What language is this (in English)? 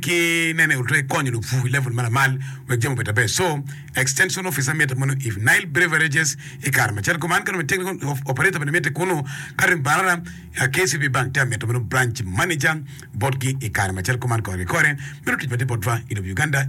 Acoli